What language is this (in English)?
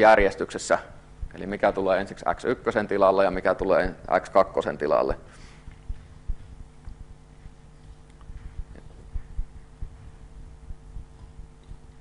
Finnish